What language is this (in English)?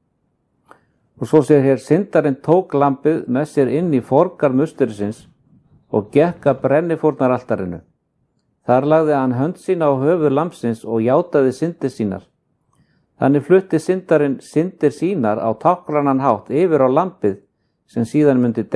Icelandic